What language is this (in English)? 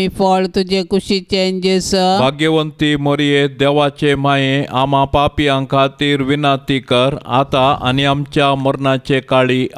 Konkani